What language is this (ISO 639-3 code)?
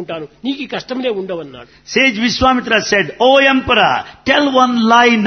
tel